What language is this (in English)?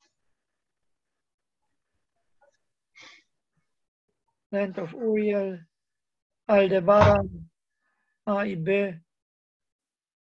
Polish